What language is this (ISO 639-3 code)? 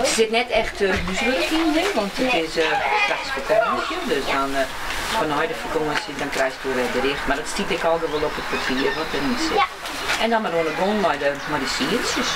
fry